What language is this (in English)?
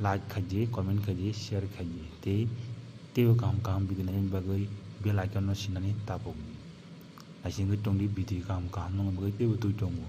Kok Borok